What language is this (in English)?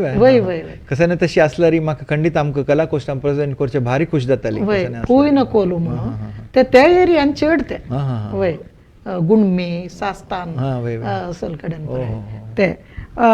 Konkani